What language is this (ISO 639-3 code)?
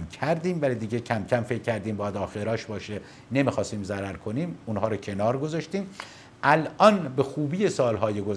fas